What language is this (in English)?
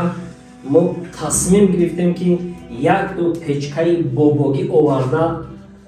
Tajik